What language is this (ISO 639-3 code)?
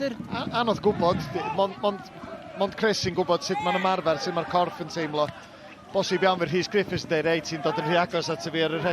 cym